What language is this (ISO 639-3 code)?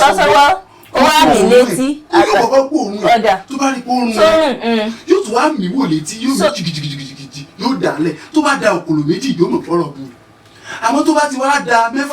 yor